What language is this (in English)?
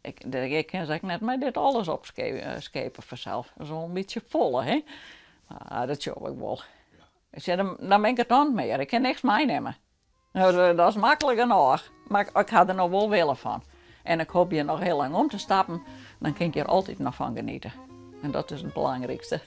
Western Frisian